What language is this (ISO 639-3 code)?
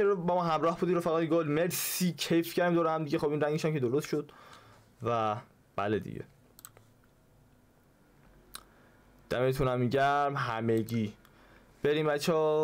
fas